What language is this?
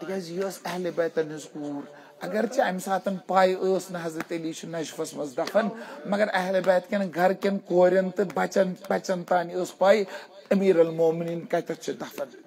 Kashmiri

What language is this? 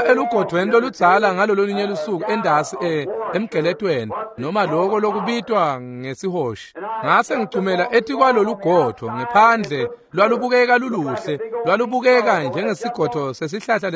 Swati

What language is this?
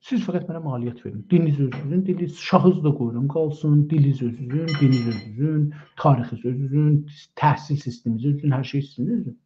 South Azerbaijani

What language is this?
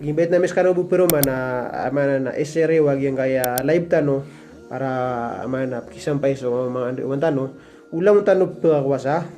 Maranao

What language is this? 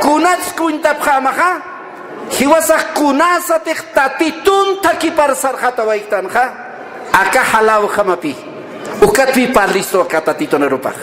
Aymara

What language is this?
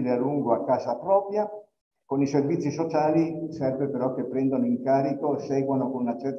Italian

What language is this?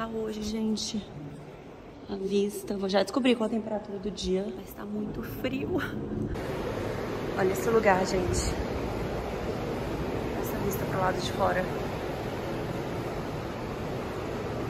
Portuguese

